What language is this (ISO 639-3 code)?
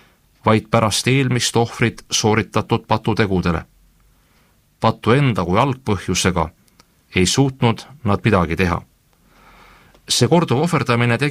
est